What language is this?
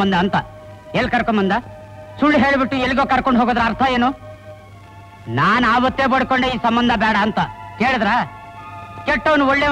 Kannada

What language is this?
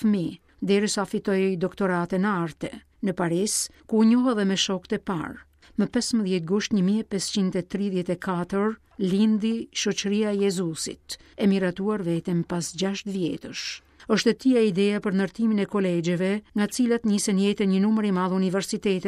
Albanian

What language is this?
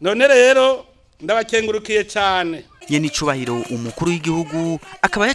Rundi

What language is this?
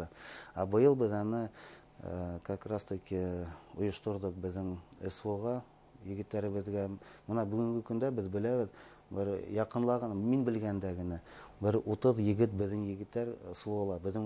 Bashkir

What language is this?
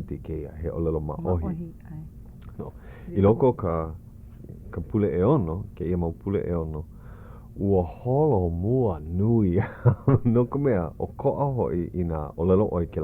Hawaiian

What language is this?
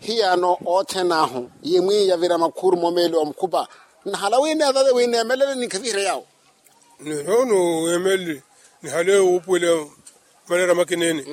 Makhuwa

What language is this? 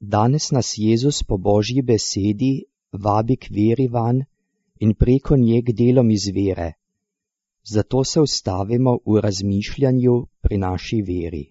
Slovenian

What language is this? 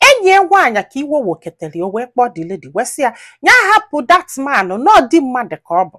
Igbo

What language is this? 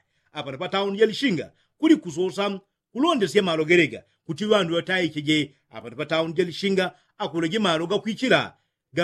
Yao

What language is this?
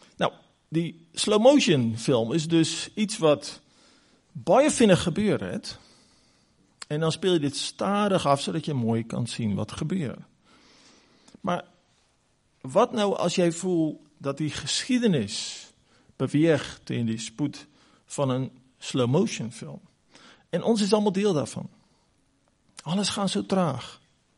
Afrikaans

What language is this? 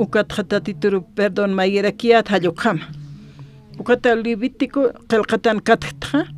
Aymara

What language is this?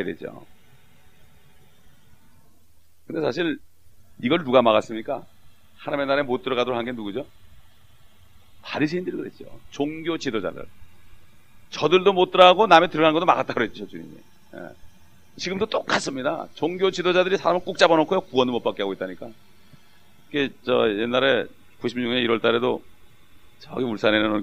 Korean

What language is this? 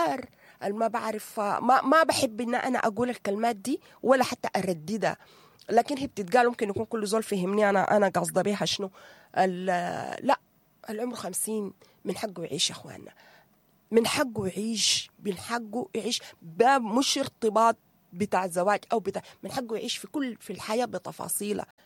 Sudanese Arabic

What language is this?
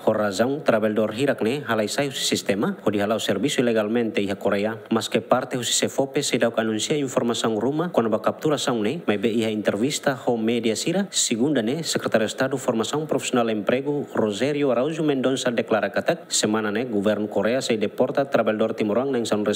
Tetum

